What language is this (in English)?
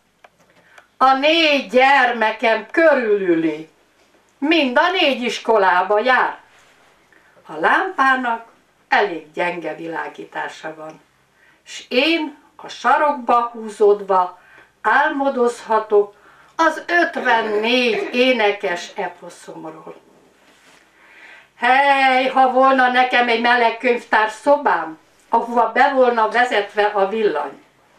Hungarian